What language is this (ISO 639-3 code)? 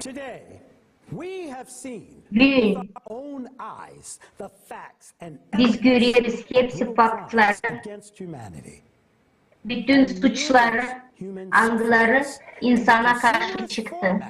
gag